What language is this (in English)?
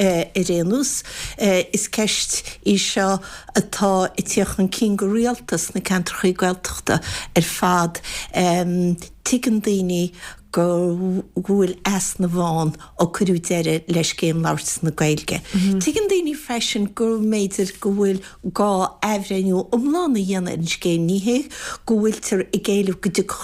Irish